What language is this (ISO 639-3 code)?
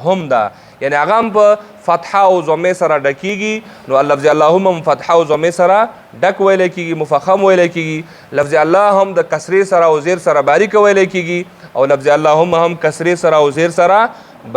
pus